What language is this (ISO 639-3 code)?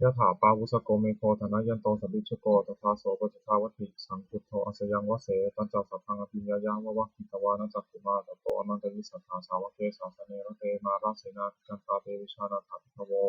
pli